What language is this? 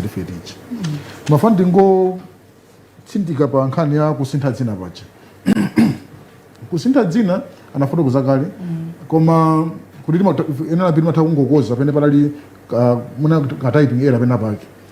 Nyanja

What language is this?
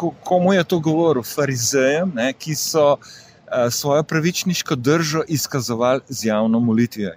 Slovenian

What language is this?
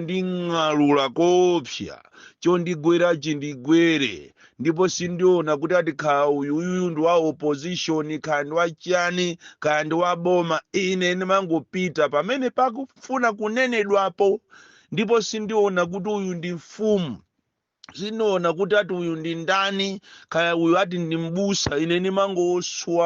Nyanja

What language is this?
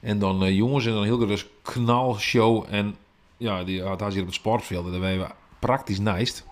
Western Frisian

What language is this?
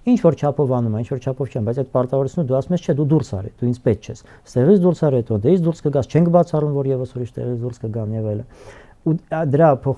Armenian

